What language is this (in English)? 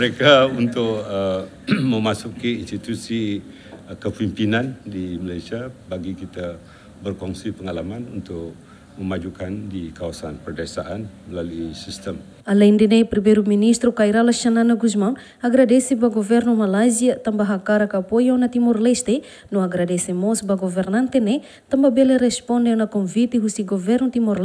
Tetum